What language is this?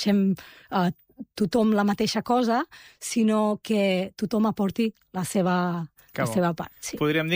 Catalan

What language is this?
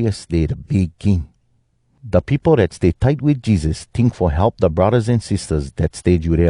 Hawai'i Creole English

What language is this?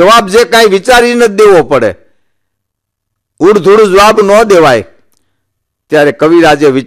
Gujarati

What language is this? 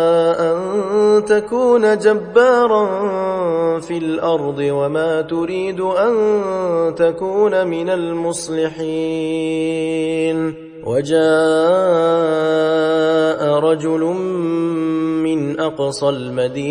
Arabic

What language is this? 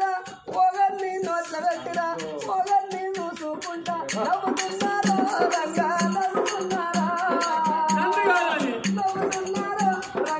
Telugu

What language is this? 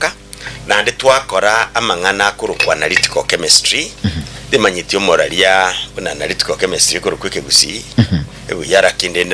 Gusii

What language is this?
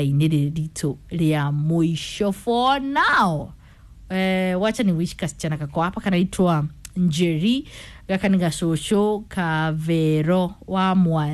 Kikuyu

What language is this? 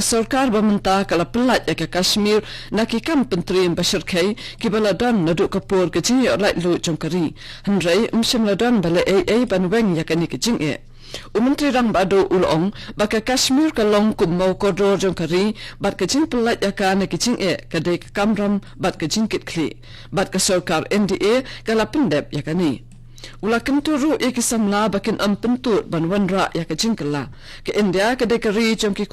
Khasi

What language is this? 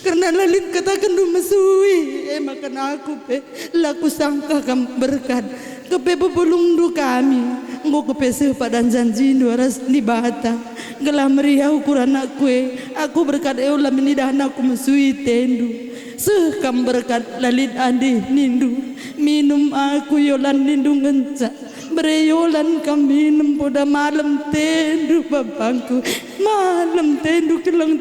Batak Karo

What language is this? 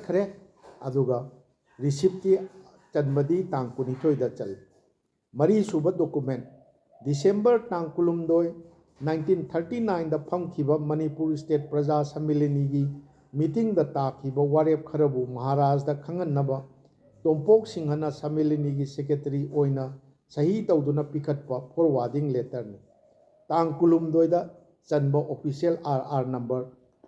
Manipuri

